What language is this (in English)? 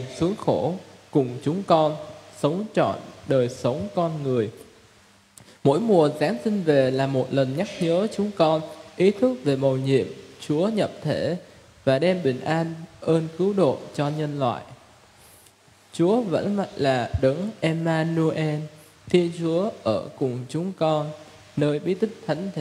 Vietnamese